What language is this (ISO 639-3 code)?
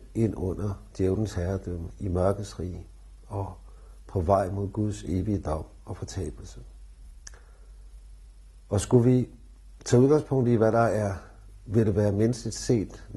dan